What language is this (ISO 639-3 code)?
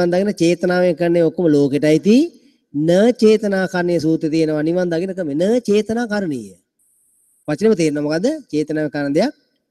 sin